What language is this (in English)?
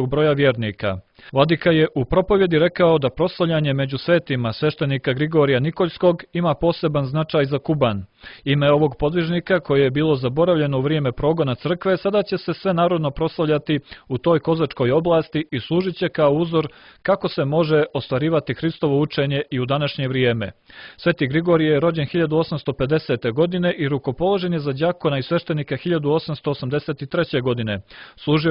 Serbian